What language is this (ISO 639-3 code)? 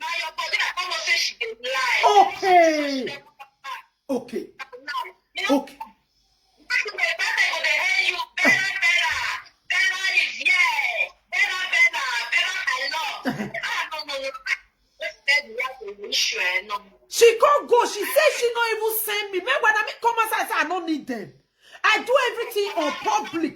pcm